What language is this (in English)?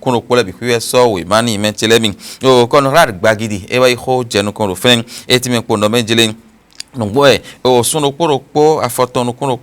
Fon